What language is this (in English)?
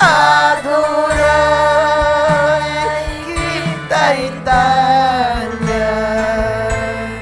Ayacucho Quechua